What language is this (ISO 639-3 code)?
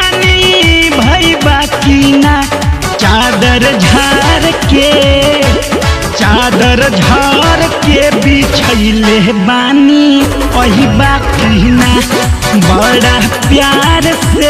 bho